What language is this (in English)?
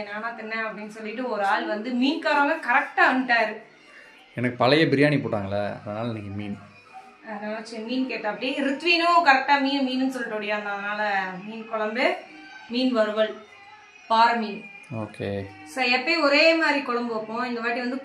Tamil